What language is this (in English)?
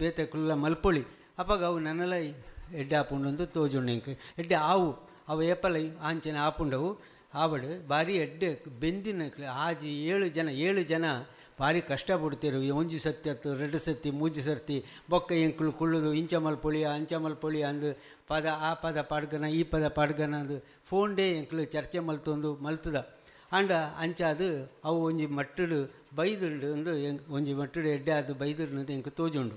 Tulu